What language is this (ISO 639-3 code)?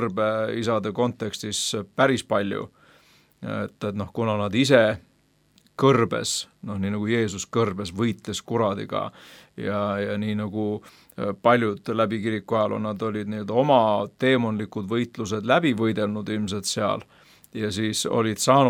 est